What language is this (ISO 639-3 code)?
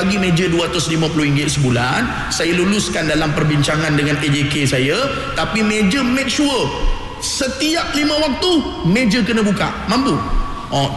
msa